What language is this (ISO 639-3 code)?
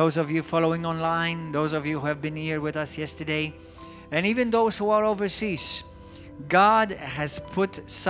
eng